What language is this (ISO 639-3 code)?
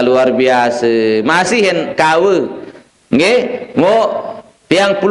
sas